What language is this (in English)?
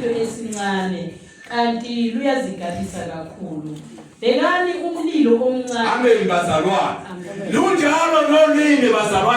Zulu